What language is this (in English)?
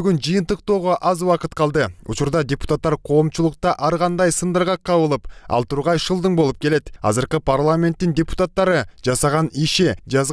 Kyrgyz